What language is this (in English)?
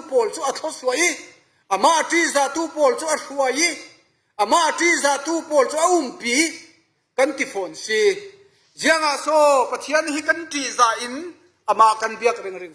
Falam Chin